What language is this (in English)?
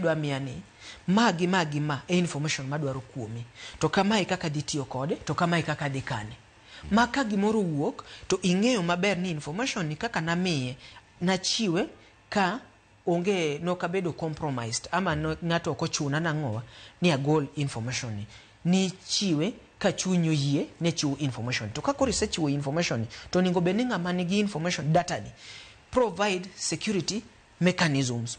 Luo (Kenya and Tanzania)